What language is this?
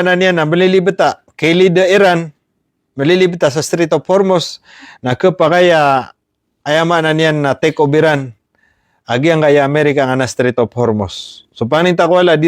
Maranao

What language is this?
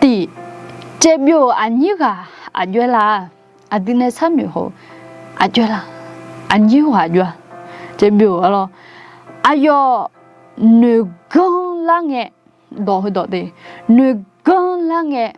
Akha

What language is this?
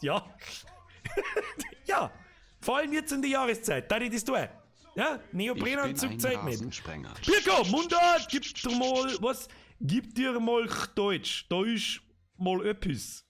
Bavarian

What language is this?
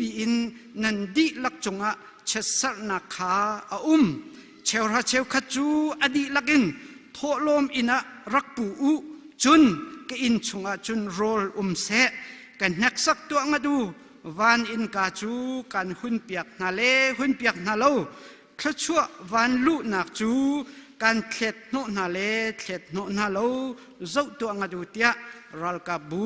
Hakha Chin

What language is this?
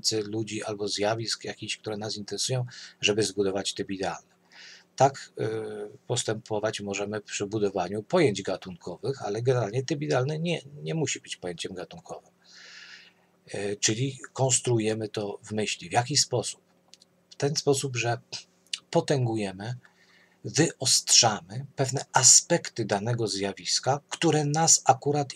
Polish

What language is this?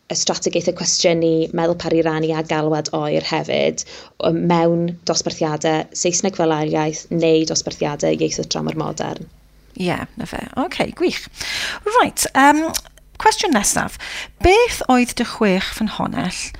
Welsh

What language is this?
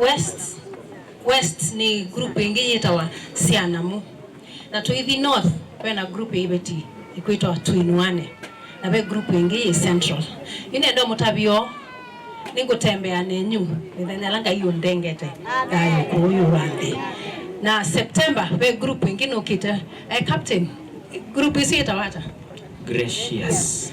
Kamba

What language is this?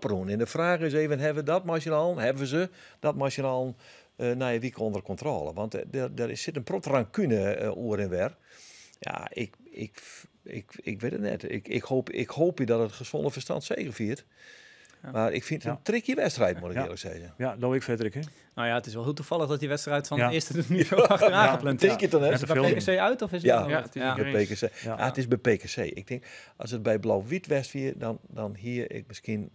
Western Frisian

